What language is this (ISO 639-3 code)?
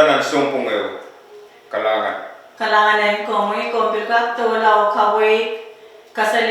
pon